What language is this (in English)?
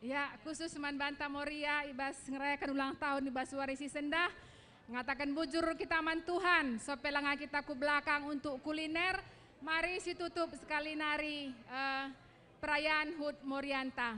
Batak Karo